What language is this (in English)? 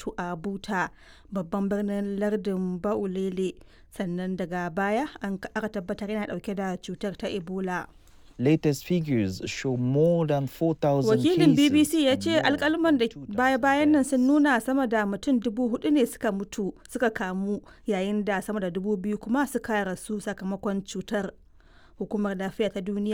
Hausa